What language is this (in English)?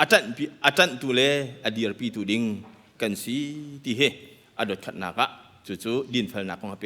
Hakha Chin